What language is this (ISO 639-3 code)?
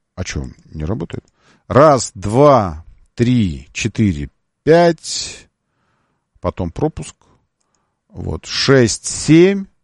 rus